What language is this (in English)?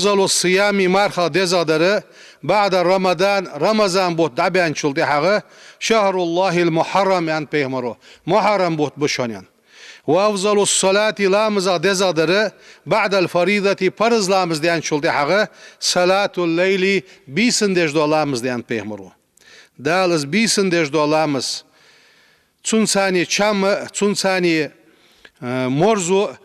Ingush